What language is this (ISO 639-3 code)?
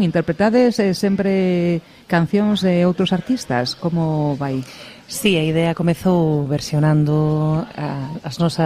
glg